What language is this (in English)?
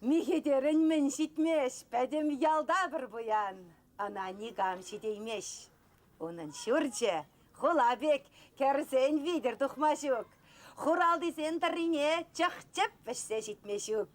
Chuvash